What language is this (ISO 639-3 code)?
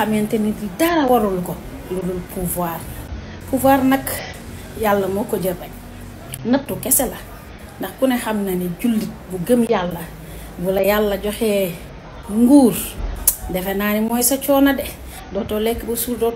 wol